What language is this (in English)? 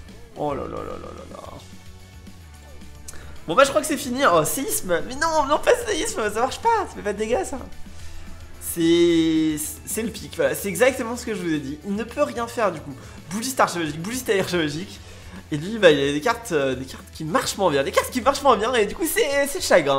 French